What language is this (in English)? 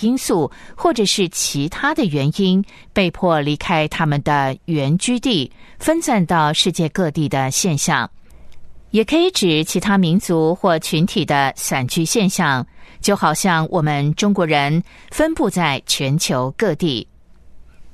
Chinese